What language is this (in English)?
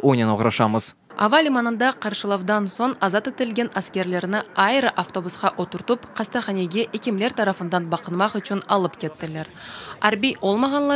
Crimean Tatar